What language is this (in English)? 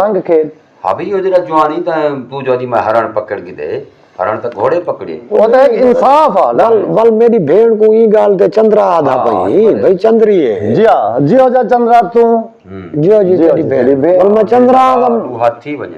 Saraiki